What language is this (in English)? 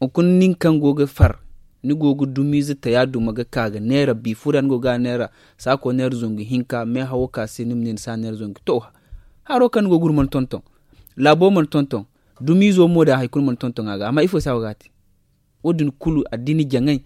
Zarma